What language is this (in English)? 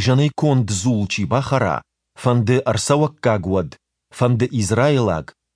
Ossetic